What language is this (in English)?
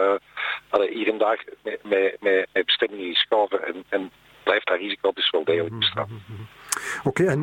Dutch